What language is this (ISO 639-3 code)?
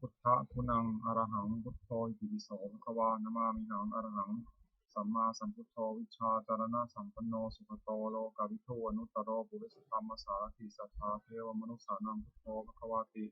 pli